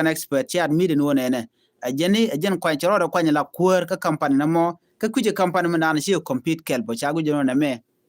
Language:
Nuer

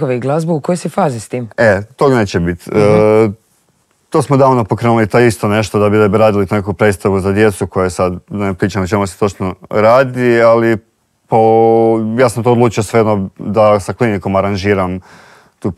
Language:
Croatian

